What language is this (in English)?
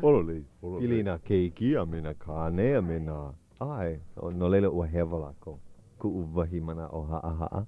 Hawaiian